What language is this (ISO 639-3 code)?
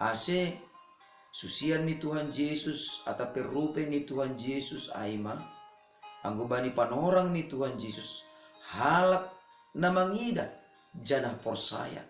bts